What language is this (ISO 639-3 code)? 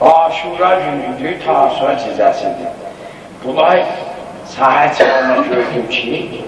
azb